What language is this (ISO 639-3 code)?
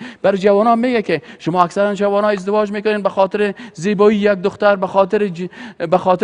fas